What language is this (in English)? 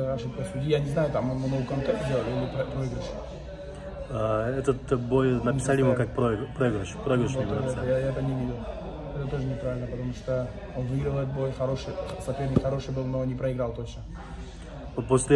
Russian